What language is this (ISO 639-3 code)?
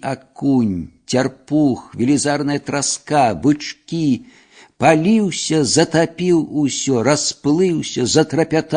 bel